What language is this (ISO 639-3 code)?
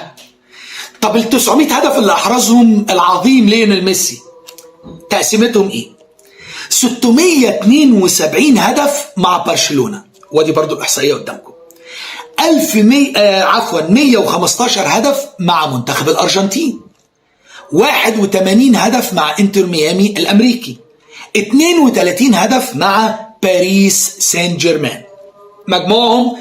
arz